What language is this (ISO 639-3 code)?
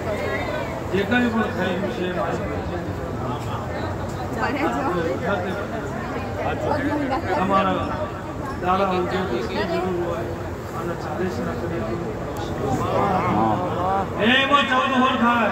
guj